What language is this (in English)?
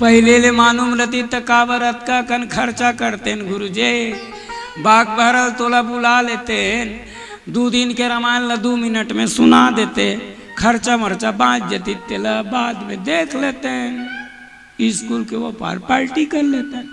Chhattisgarhi